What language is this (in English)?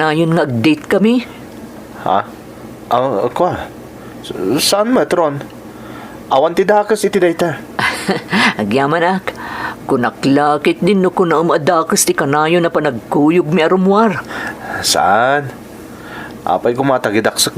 Iloko